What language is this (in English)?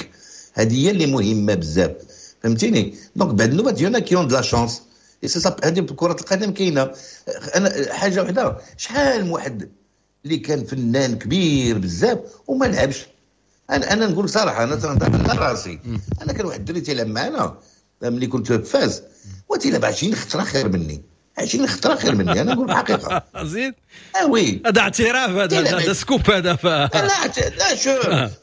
Moroccan Arabic